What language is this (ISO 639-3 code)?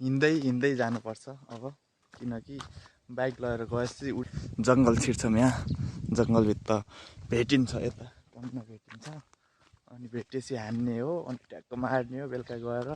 nep